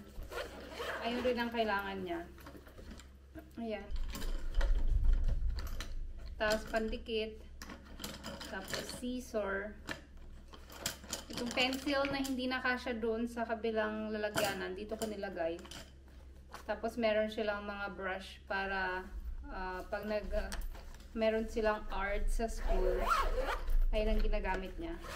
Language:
Filipino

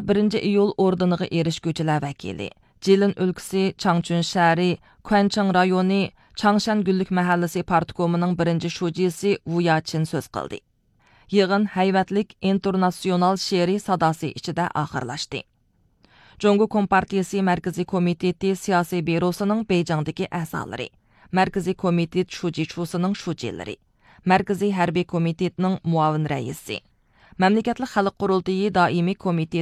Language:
Uyghur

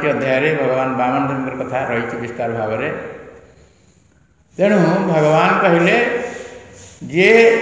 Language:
Odia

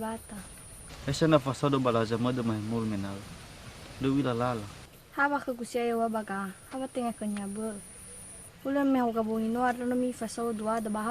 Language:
Nias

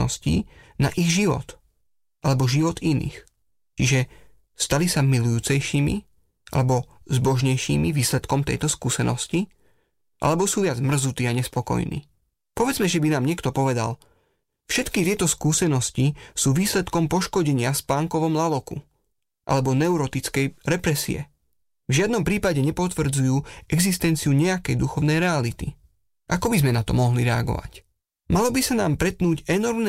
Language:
Slovak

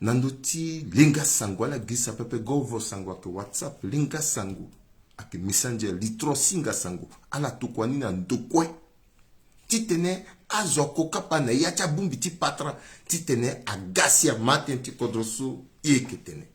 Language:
Sango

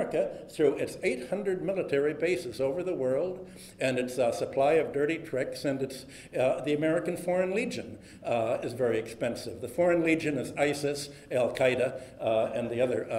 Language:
English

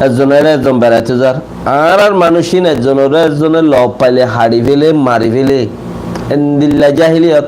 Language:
Rohingya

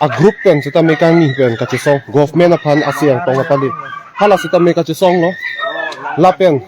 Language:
Karbi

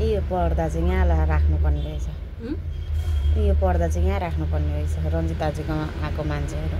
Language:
Nepali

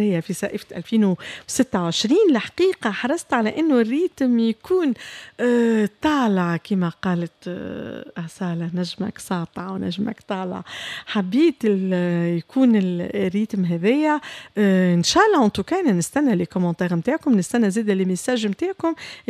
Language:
Tunisian Arabic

